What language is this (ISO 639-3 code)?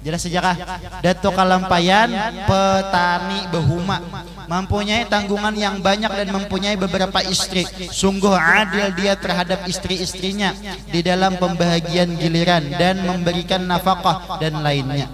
bjn